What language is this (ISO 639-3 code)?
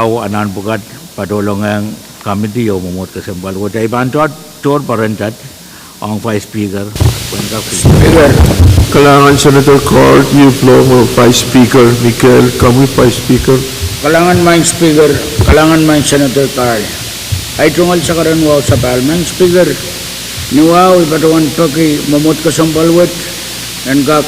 pon